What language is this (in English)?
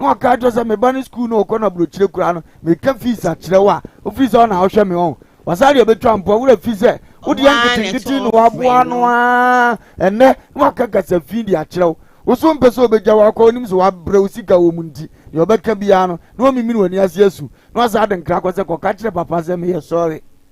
Akan